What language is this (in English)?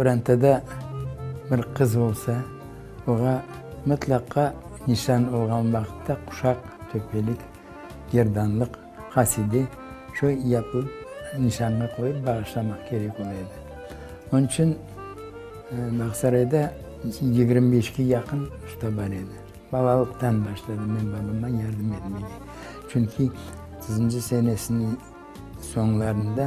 Crimean Tatar